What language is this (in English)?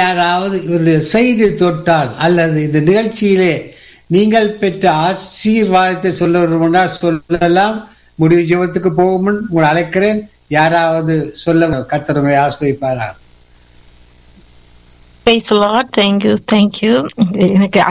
Tamil